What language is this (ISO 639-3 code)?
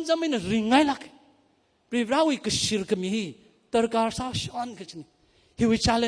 nmf